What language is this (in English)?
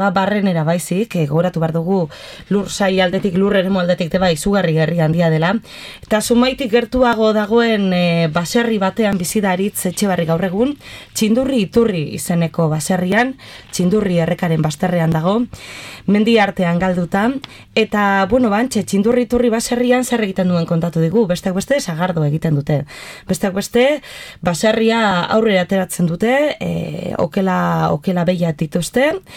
Basque